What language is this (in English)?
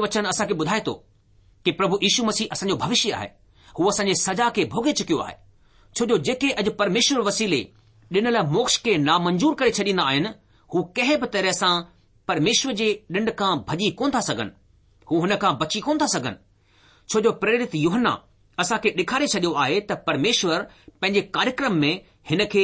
Sindhi